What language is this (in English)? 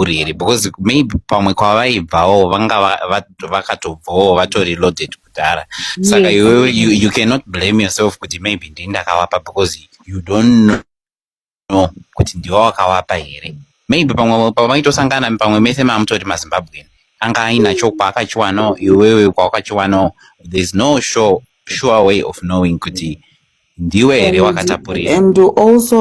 Shona